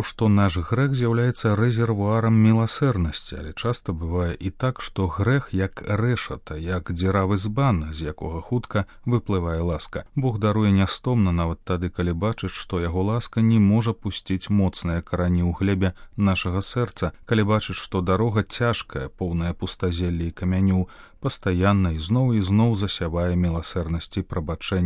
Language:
Belarusian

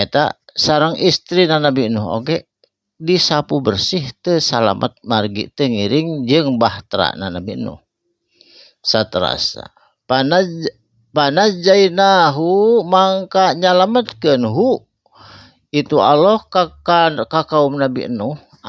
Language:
Sundanese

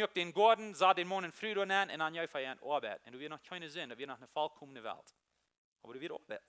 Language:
Plautdietsch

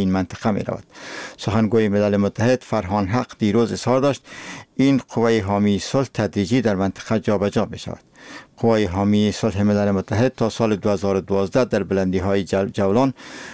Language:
Persian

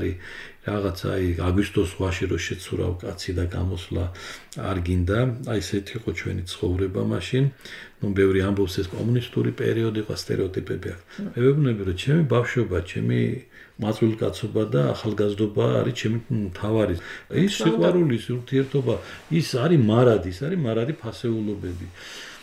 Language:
Georgian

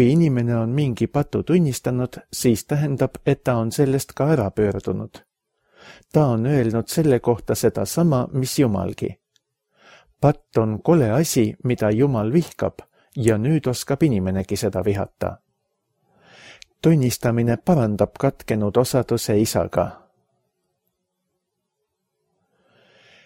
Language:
Estonian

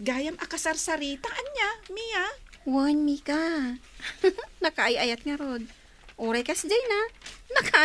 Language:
Iloko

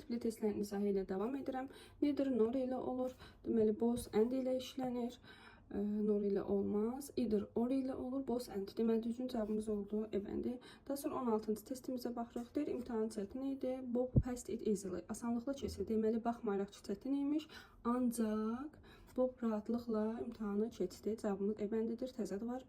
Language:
Azerbaijani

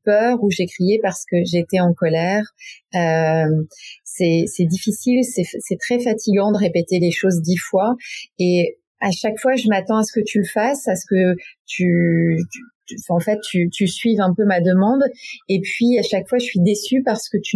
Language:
French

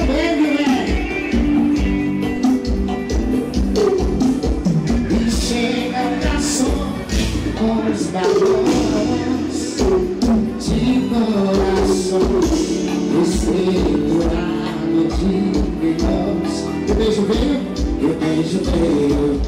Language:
Portuguese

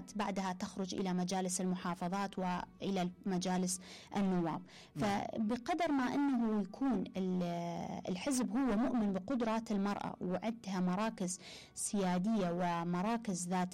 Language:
Mesopotamian Arabic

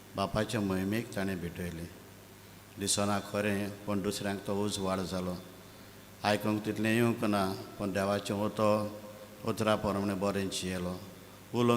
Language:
Konkani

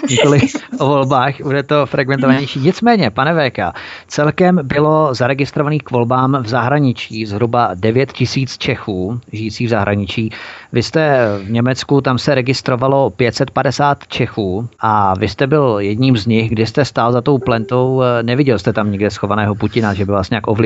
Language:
Czech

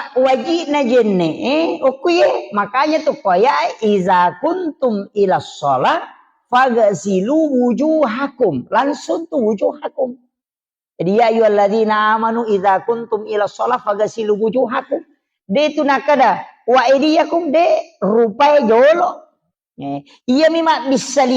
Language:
Buginese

